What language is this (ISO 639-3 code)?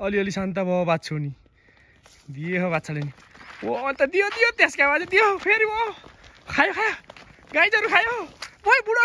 nep